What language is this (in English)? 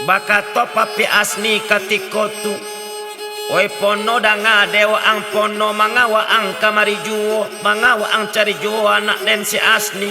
Minangkabau